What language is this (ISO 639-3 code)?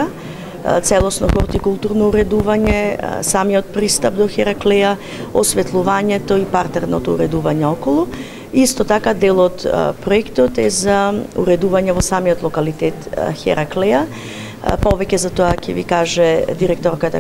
mkd